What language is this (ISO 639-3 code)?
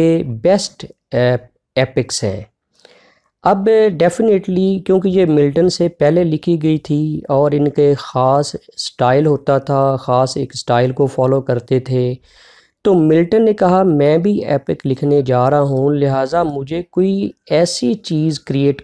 hin